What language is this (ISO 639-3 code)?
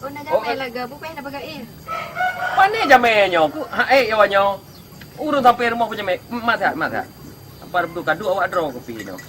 ace